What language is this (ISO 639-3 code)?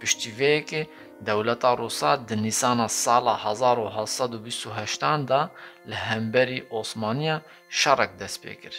kur